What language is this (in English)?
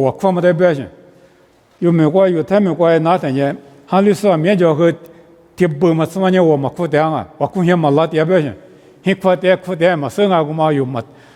Lisu